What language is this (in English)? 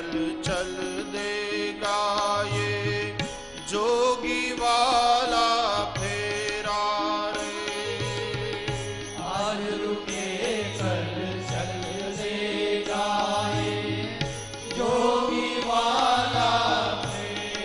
Hindi